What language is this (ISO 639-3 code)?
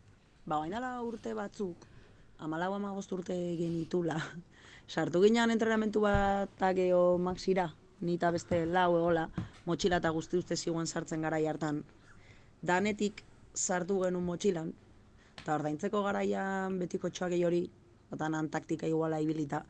eus